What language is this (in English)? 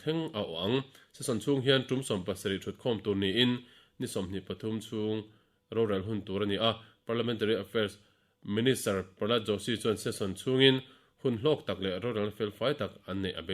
Mizo